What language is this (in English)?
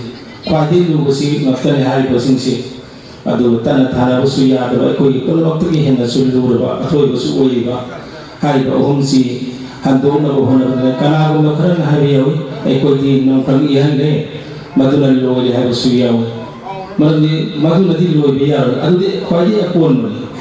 Manipuri